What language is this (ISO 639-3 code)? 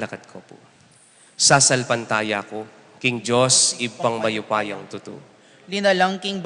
pam